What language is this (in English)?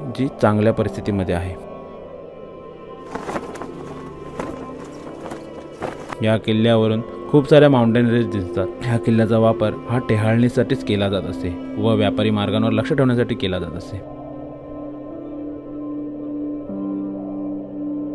Marathi